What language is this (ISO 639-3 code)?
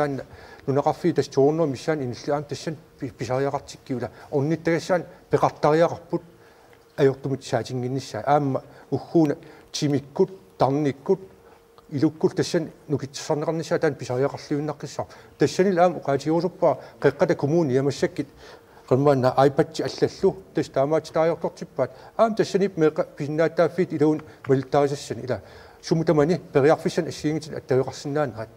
kal